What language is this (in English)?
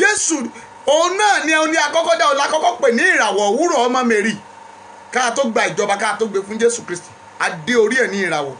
Yoruba